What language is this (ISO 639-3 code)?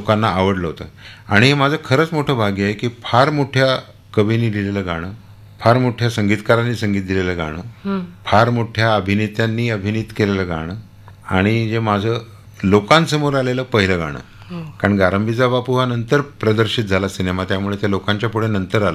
mar